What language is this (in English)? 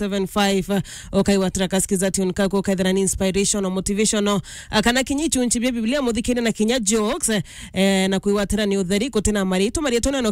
Meru